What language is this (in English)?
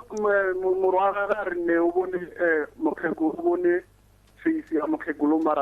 Northern Sotho